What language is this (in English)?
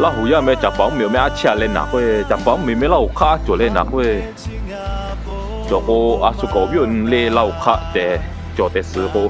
Lahu